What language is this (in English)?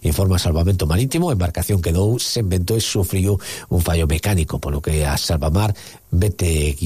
Galician